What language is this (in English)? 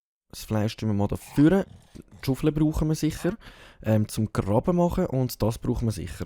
Swiss German